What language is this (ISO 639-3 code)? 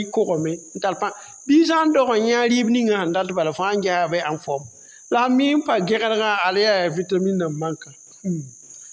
mos